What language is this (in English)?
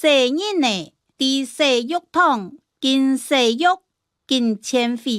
Hakka Chinese